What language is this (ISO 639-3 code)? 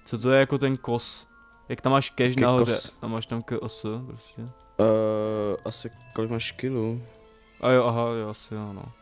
ces